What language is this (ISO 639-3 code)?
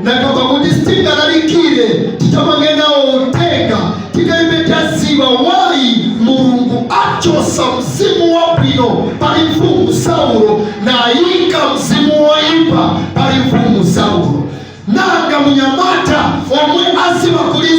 nya